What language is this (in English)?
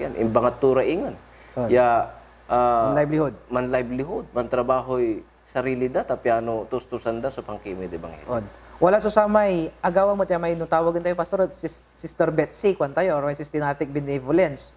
Pangasinan